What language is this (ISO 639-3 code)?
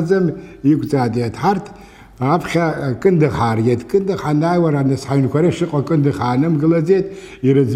abk